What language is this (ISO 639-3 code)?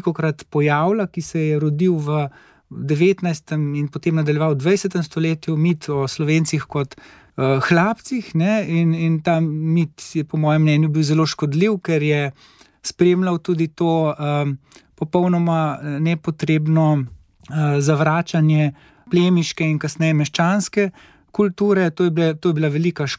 slv